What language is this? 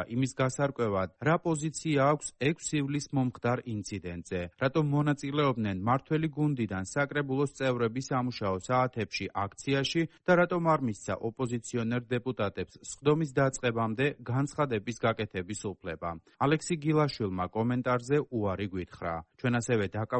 Georgian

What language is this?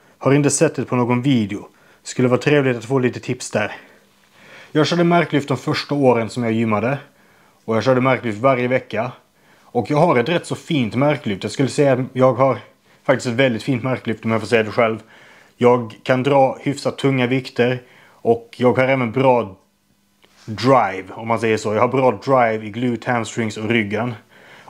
Swedish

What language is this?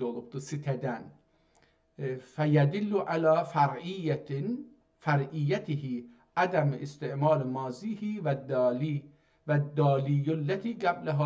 South Azerbaijani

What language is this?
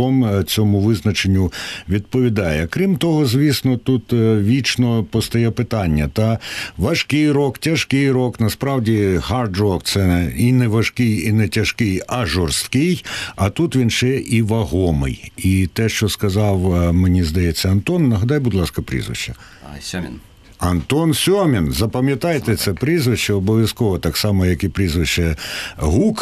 Ukrainian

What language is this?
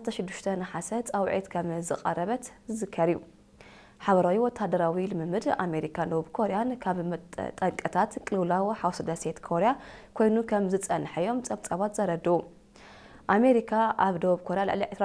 Tigrinya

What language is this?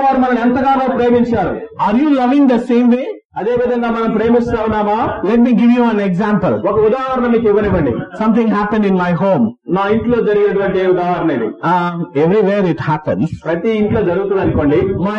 Telugu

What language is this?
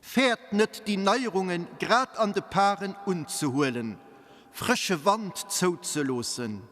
Luxembourgish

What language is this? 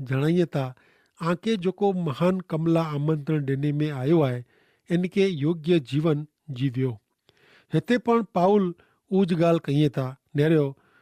Kachhi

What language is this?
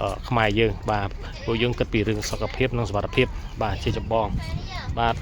Khmer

